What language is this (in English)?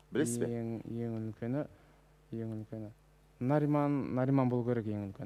Kazakh